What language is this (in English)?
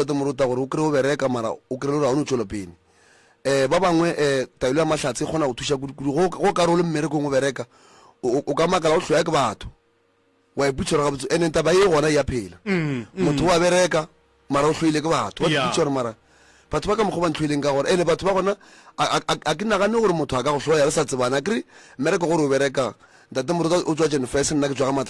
Northern Sotho